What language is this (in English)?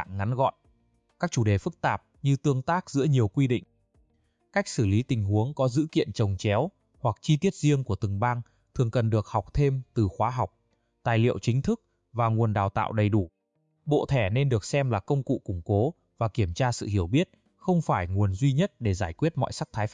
Vietnamese